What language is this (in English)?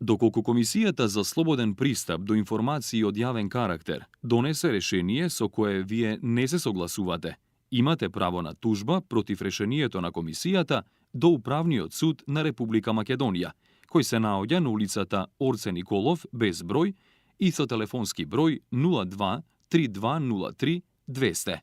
Macedonian